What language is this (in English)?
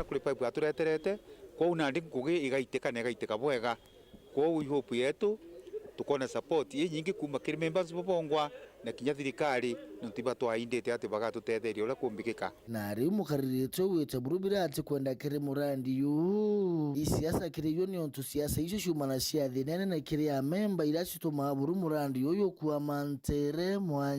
Meru